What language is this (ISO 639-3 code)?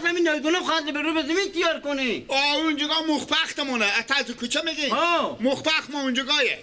fas